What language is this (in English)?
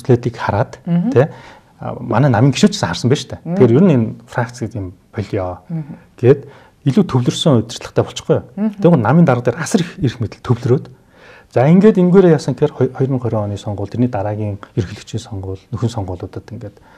Mongolian